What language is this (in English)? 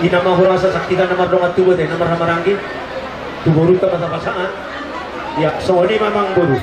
Batak Toba